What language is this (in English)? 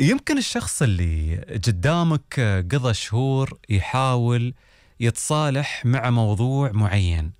Gulf Arabic